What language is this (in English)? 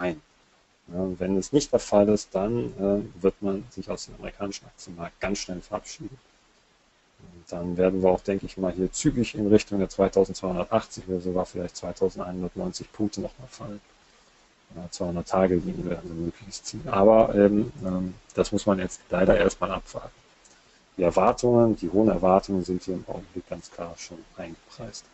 German